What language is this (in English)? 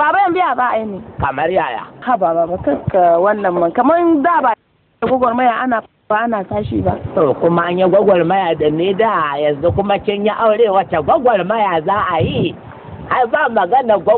Hausa